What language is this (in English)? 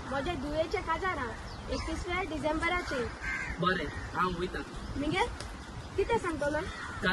Konkani